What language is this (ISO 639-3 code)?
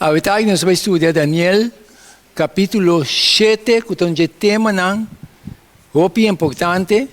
pap